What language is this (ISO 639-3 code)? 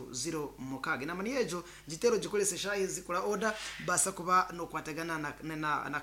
nyn